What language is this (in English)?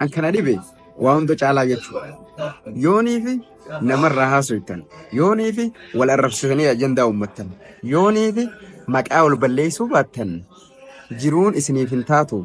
Oromo